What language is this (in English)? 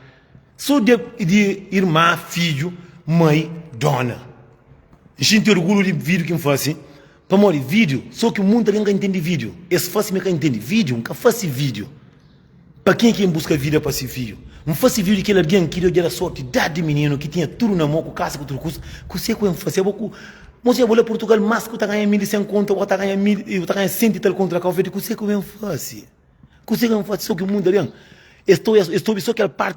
Kabuverdianu